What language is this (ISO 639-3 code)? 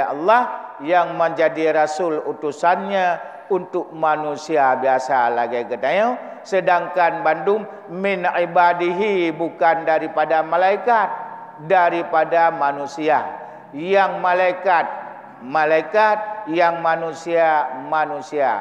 ace